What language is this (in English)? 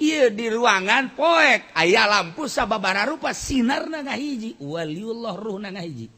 Sundanese